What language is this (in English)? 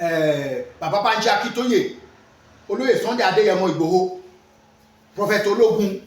Yoruba